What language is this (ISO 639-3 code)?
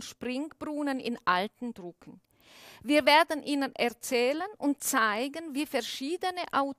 deu